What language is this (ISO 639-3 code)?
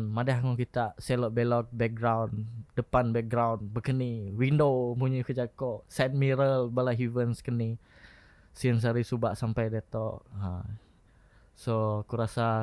iba